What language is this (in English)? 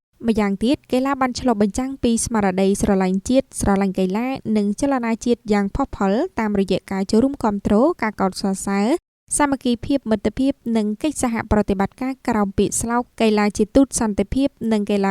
Khmer